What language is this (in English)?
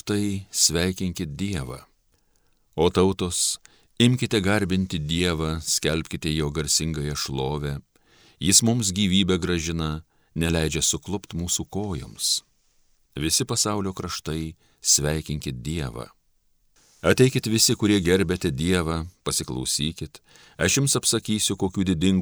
Lithuanian